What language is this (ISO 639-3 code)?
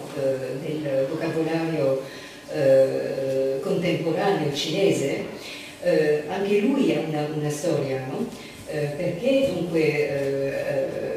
ita